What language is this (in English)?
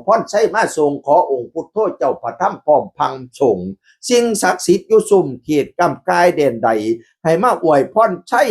Northeastern Thai